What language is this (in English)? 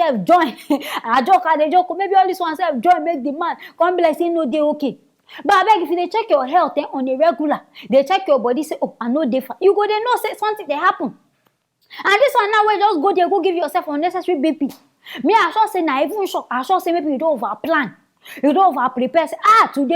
Nigerian Pidgin